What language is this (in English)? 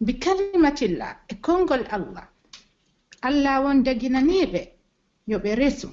Pular